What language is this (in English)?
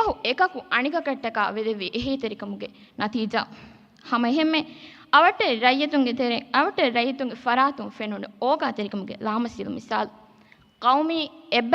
Divehi